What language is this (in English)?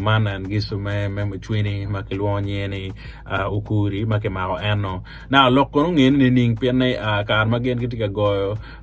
Acoli